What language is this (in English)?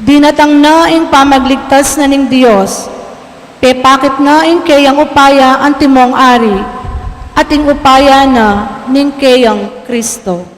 Pampanga